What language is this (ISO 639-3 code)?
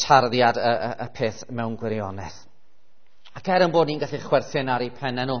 cym